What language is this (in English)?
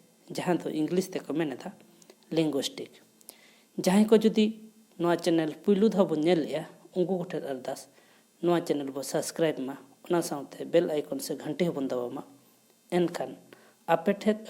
Santali